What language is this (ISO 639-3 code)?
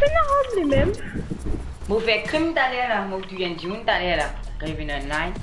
mfe